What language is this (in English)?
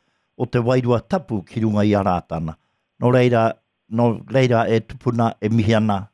Māori